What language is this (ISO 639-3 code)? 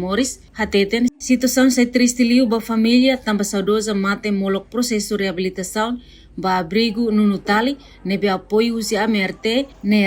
tet